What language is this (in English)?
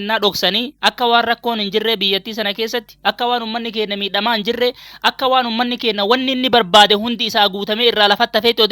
Oromo